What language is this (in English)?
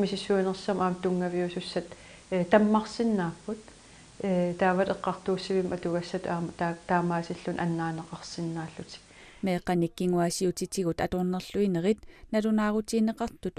Kalaallisut